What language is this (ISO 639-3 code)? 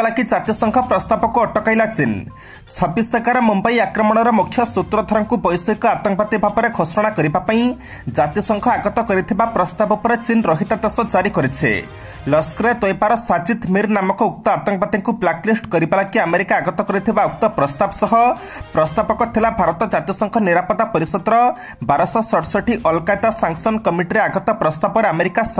ori